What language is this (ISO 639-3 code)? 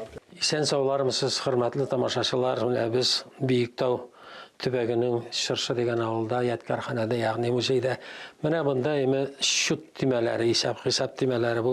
tat